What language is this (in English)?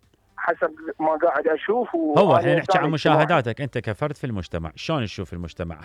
Mesopotamian Arabic